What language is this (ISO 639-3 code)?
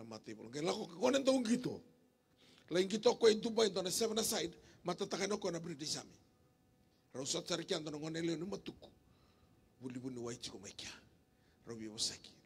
fij